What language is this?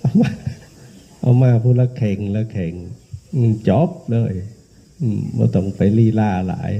Northeastern Thai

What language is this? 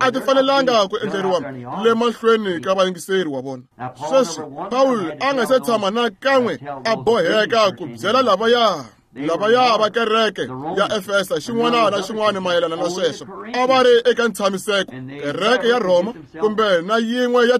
Tsonga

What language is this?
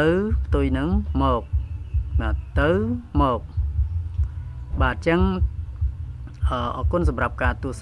Khmer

